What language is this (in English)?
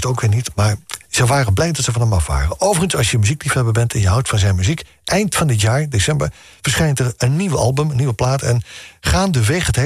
Dutch